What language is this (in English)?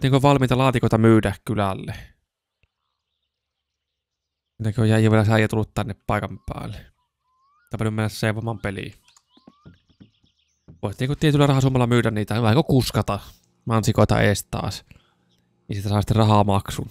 Finnish